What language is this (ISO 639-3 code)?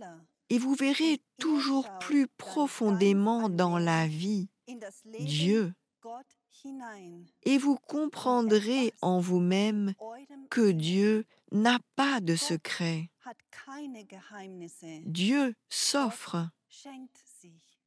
fra